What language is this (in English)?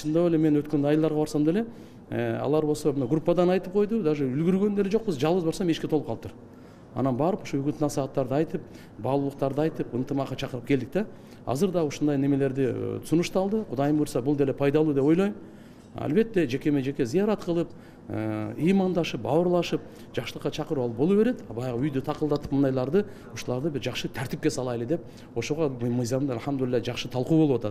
Kyrgyz